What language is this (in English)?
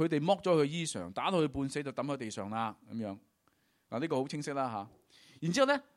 Cantonese